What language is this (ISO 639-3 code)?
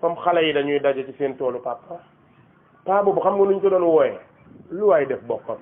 wol